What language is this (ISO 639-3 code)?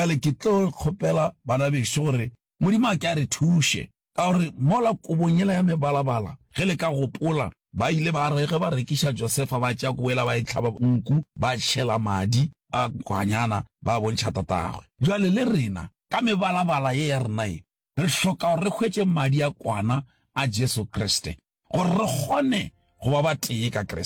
nso